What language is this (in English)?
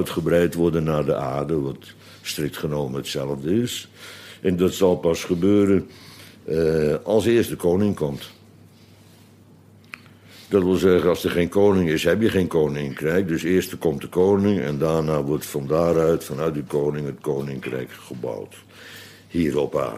Dutch